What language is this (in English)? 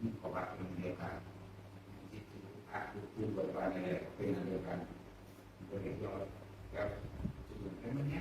Northeastern Thai